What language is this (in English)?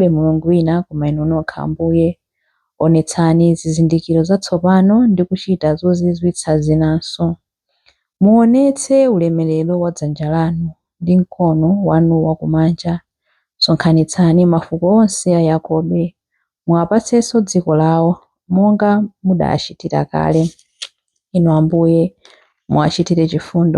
Nyanja